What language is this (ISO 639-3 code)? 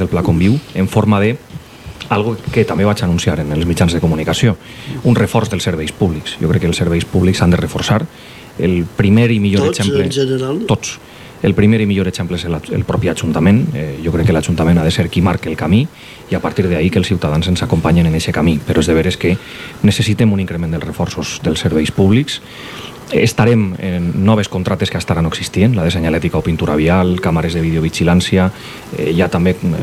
cat